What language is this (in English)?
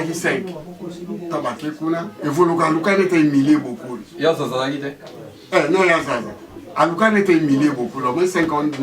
Lingala